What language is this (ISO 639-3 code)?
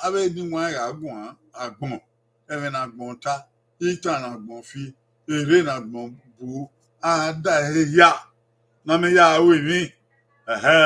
bin